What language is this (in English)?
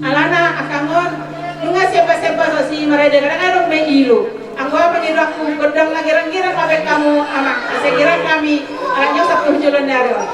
Batak Toba